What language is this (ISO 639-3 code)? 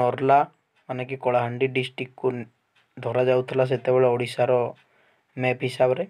ori